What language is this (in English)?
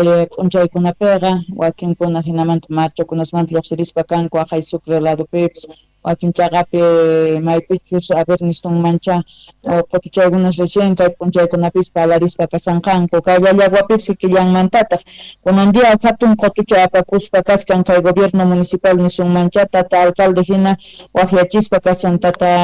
South Bolivian Quechua